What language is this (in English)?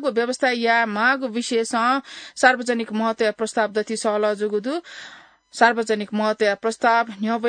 Newari